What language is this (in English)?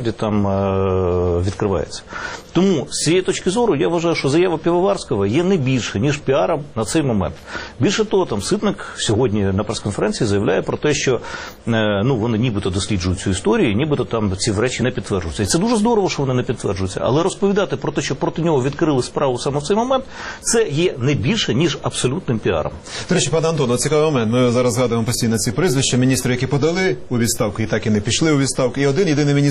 Ukrainian